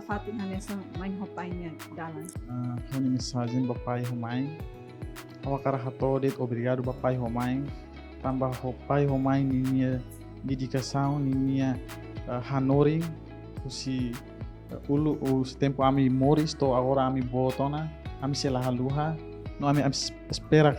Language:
Tetum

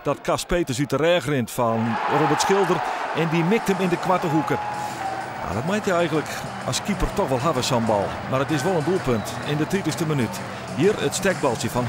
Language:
Western Frisian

